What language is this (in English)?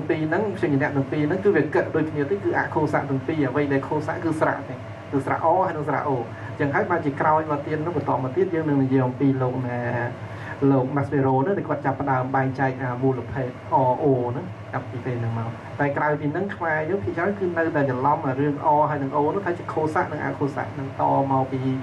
Khmer